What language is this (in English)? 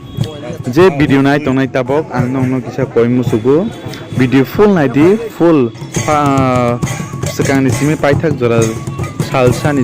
Kok Borok